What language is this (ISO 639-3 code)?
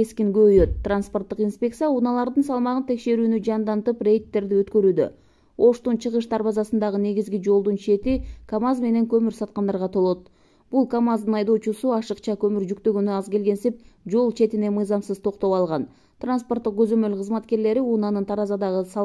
kir